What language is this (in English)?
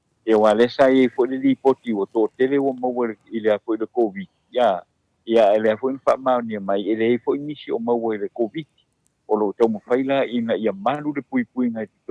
Samoan